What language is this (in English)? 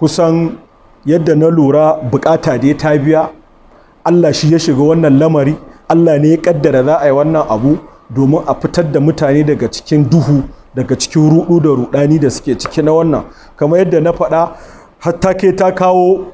Hausa